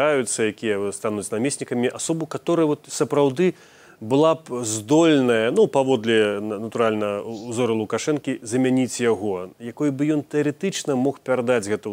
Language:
Belarusian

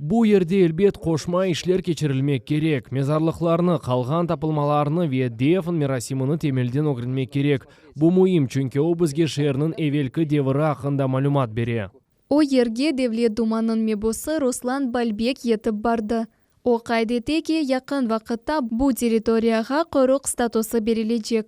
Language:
Crimean Tatar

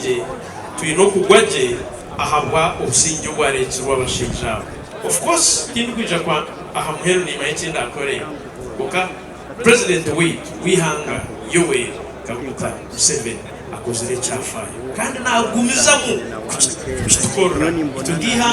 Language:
Nyankole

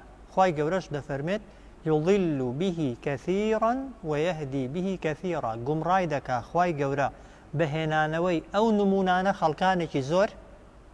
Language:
Central Kurdish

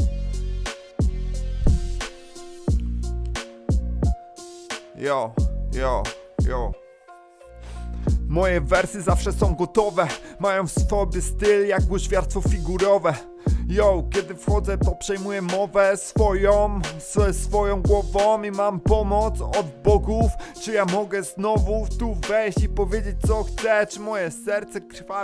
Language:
Polish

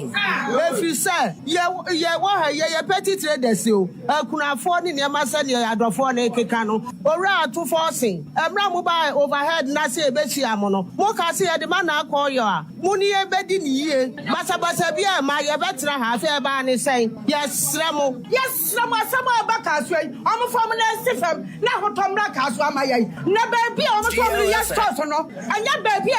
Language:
Akan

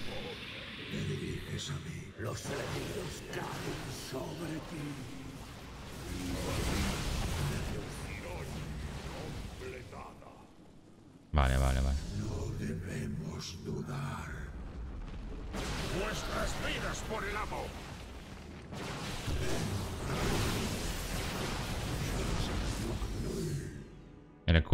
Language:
Spanish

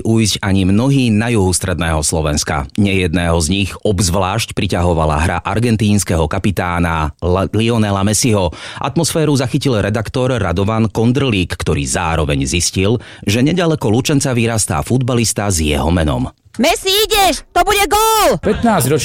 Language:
Slovak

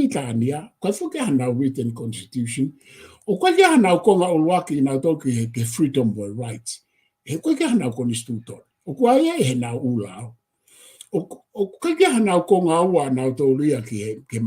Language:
Tongan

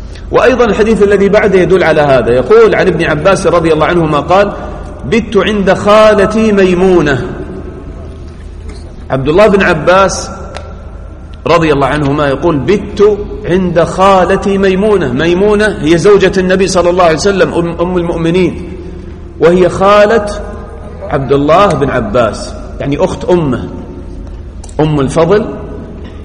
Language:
Arabic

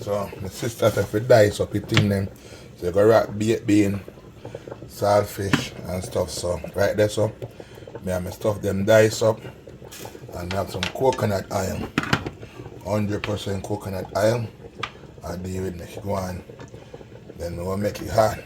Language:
Jamaican Creole English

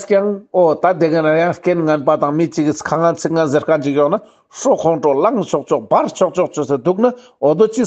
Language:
Ladakhi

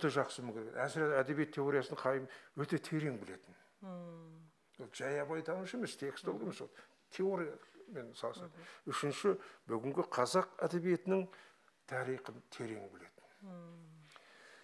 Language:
Kazakh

